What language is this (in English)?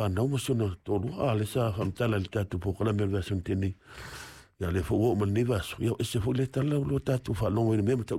Samoan